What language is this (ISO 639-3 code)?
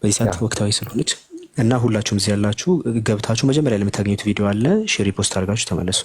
amh